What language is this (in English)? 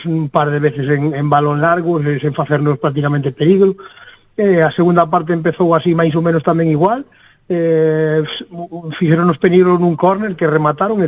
Galician